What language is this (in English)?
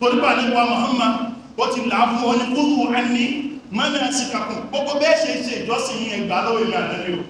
Yoruba